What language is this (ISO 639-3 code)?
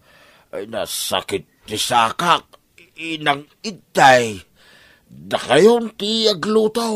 ilo